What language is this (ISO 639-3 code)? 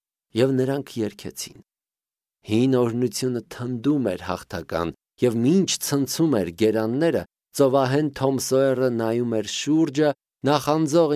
hye